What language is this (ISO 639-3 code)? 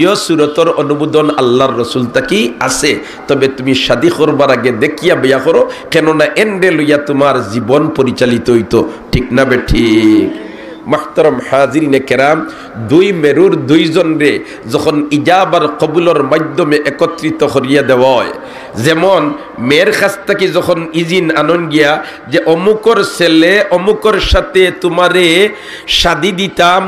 syl